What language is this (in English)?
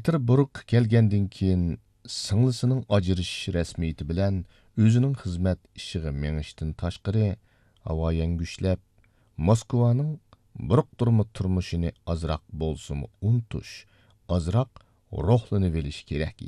Uyghur